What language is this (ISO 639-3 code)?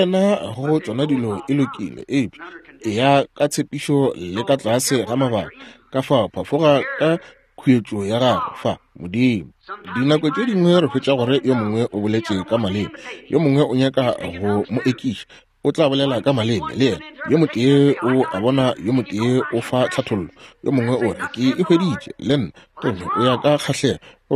nso